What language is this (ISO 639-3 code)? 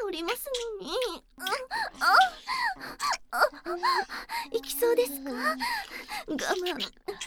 jpn